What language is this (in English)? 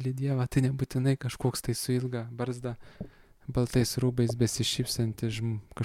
Lithuanian